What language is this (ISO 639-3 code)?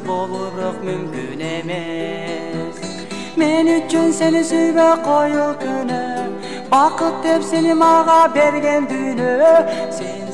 kir